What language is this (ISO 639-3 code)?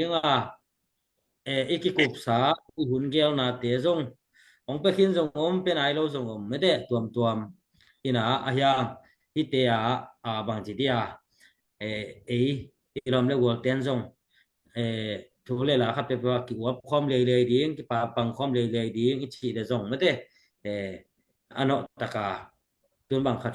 ctd